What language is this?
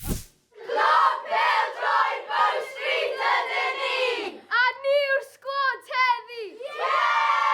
Welsh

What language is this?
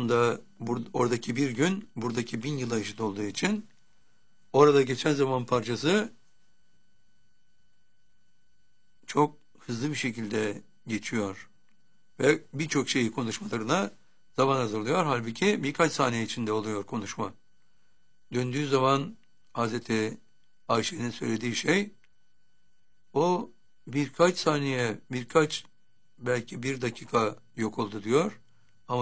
Turkish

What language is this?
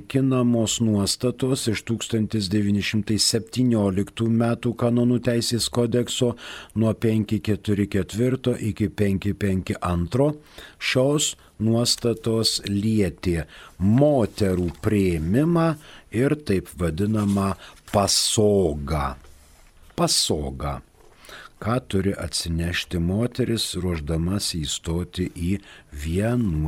Lithuanian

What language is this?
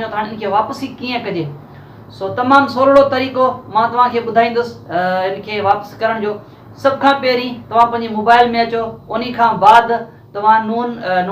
Sindhi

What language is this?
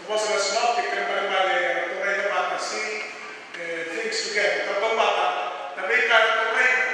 Fijian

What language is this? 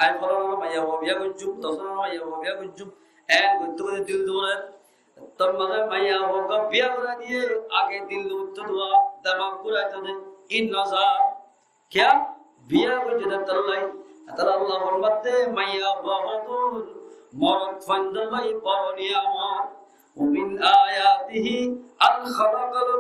Rohingya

